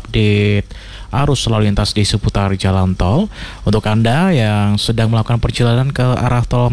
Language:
Indonesian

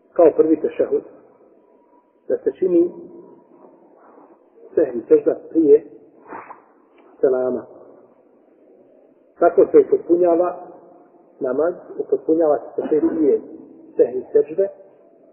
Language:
Bosnian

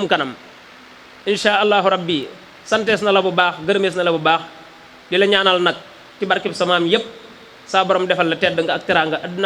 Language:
Wolof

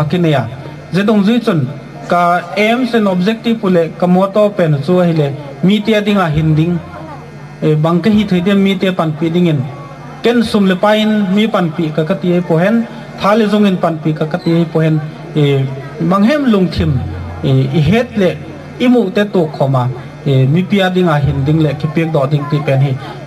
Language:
Gangte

